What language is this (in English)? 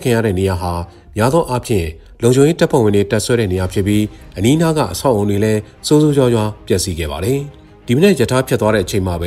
Burmese